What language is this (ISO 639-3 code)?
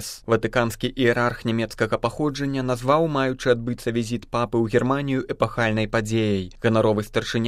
bel